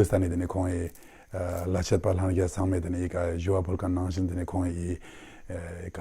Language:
Ladakhi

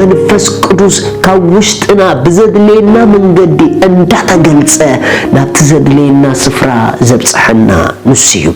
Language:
Tigrinya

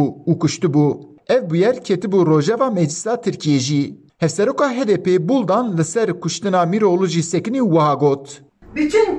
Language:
Kurdish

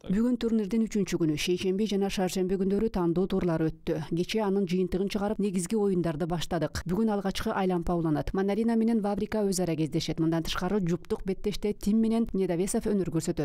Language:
Kyrgyz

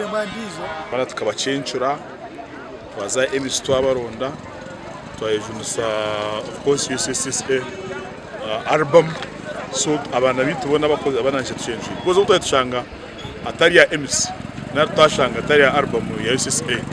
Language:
Nyankole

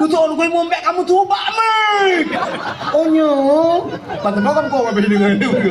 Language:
Achinese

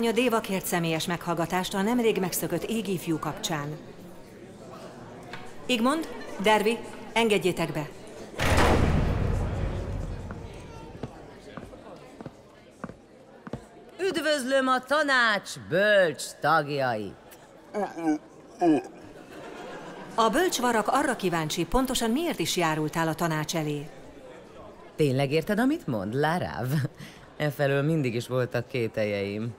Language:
Hungarian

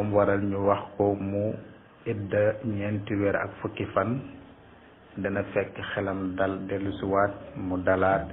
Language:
Wolof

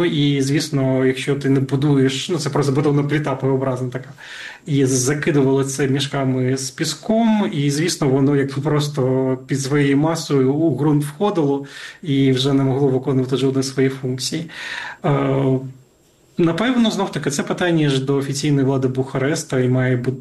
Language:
Ukrainian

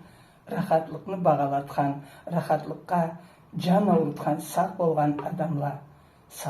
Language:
Karachay-Balkar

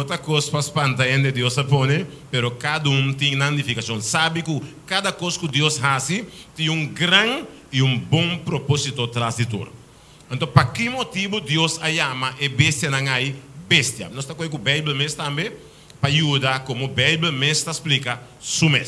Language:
Papiamento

